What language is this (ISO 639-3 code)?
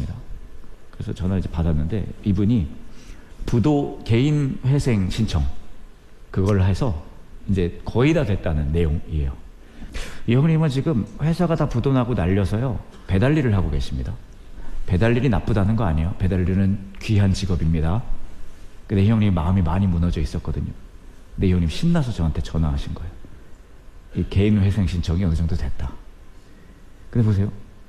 kor